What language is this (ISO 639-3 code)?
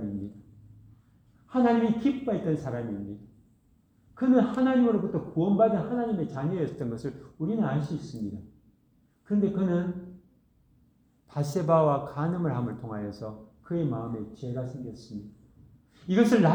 kor